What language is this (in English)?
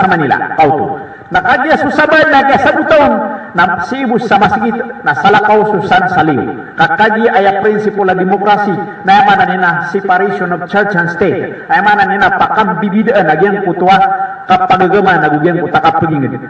Maranao